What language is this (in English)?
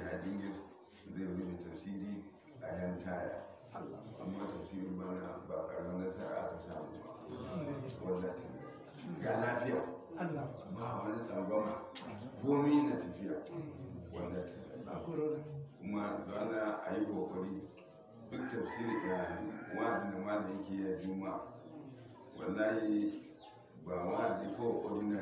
Hausa